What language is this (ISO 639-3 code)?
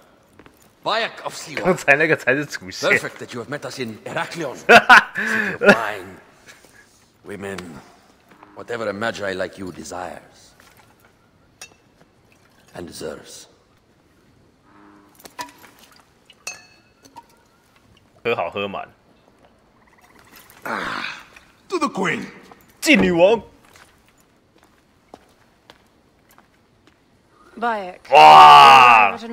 zho